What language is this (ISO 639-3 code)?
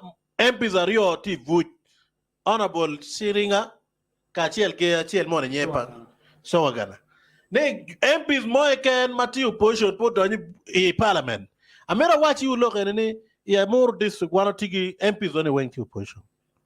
ach